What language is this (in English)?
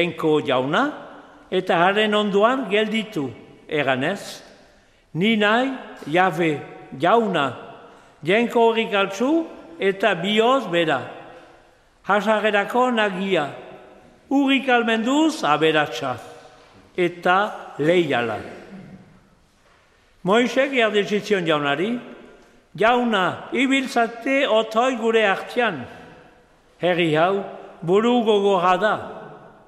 Basque